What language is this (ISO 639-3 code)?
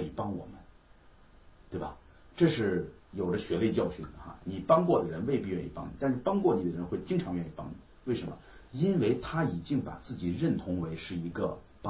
zho